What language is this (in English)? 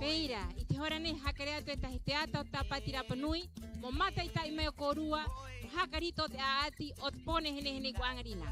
Rapanui